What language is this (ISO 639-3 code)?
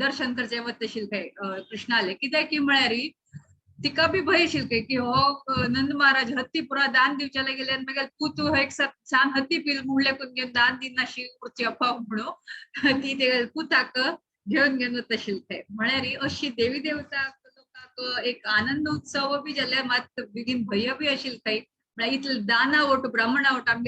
kok